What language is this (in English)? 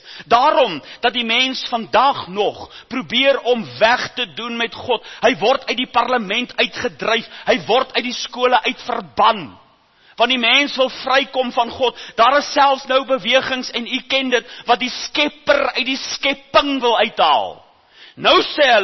Afrikaans